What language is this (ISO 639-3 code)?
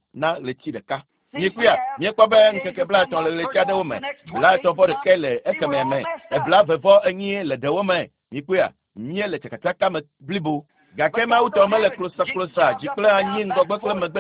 ewe